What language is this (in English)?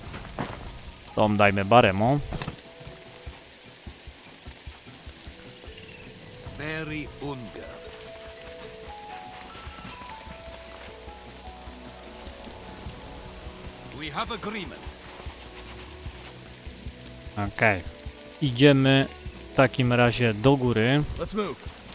Polish